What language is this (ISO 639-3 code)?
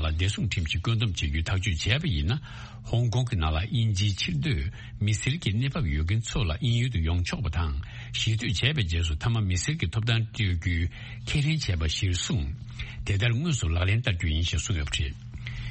bod